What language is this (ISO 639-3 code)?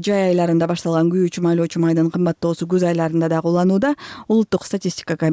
kir